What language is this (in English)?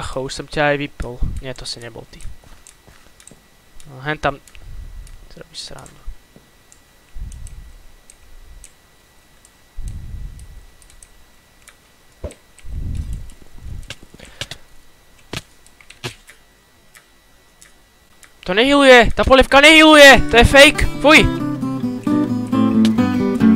Slovak